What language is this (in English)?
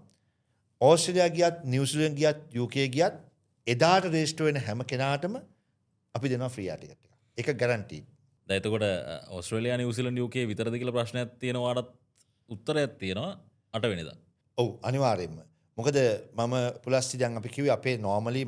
Sinhala